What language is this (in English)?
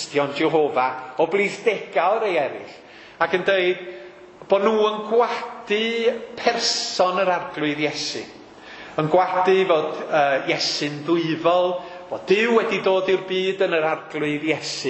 Welsh